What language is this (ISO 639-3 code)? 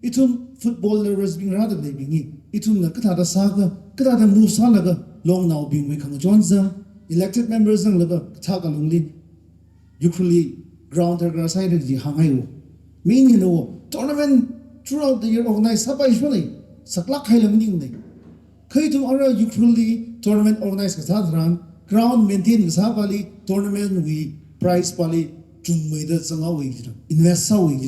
nmf